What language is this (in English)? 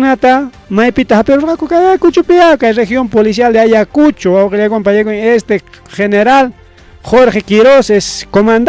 Ayacucho Quechua